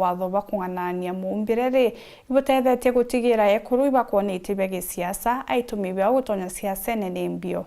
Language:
Meru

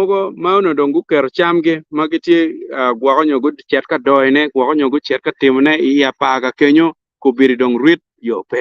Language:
Acoli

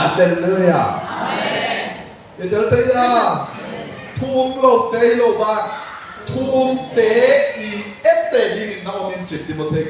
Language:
Tedim Chin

